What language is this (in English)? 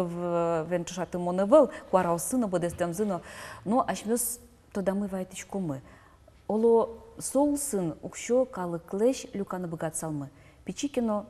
Udmurt